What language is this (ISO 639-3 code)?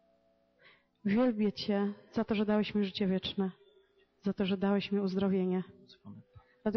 pol